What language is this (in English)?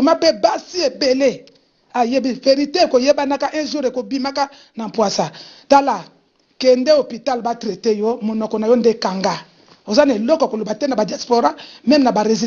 Lingala